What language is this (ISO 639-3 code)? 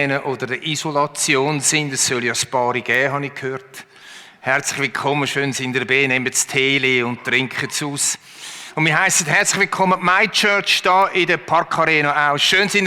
gsw